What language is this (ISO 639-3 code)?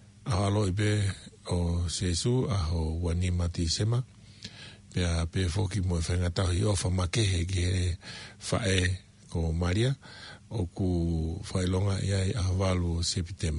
ton